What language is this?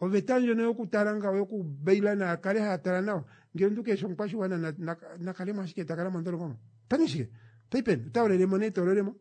Kuanyama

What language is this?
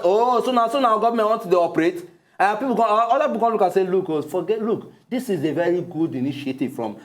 Nigerian Pidgin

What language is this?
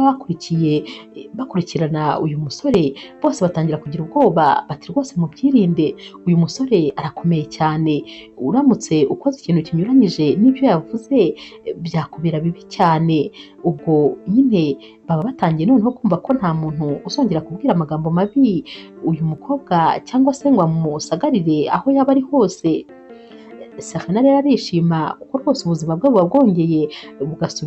Kinyarwanda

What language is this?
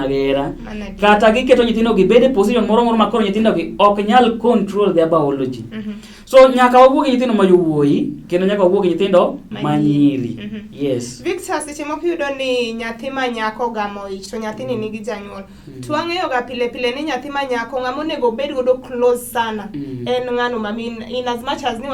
Luo (Kenya and Tanzania)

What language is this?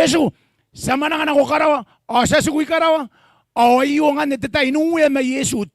Gilbertese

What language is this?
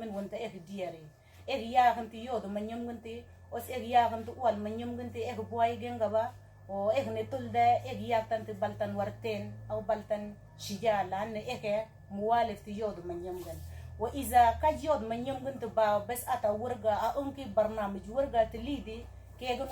Mabaan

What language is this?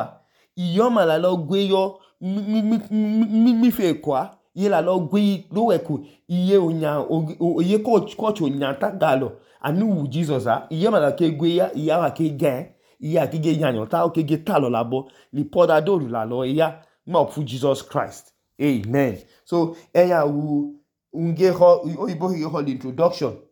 Idoma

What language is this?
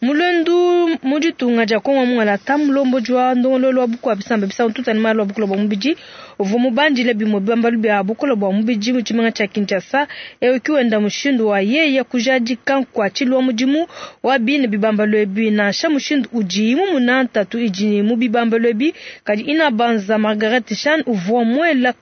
Luba-Lulua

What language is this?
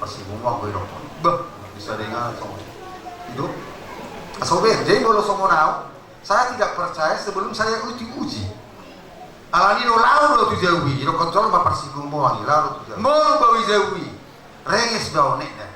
Batak Toba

